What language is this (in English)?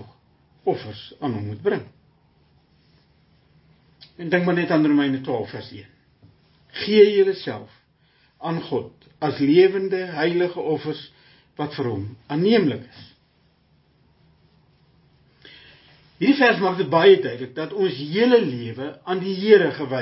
Afrikaans